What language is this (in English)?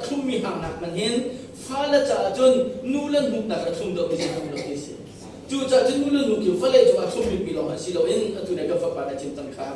Hakha Chin